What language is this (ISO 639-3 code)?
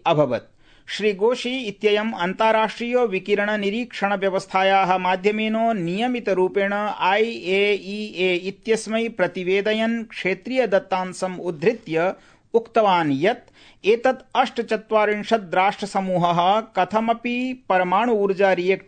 san